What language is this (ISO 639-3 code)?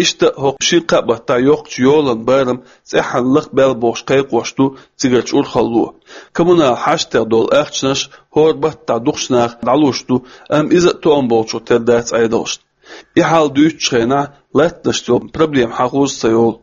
che